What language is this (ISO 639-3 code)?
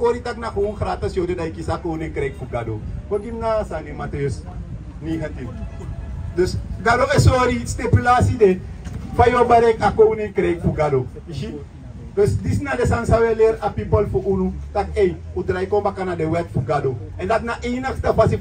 srn